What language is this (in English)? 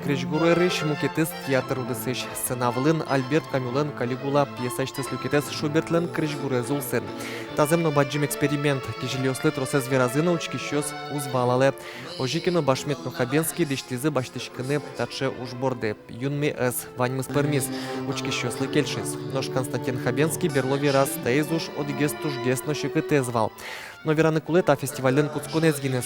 Udmurt